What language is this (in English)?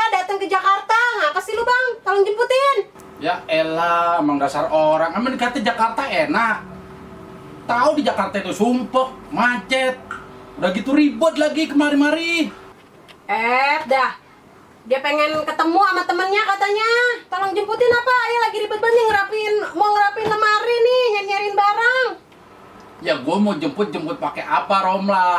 Betawi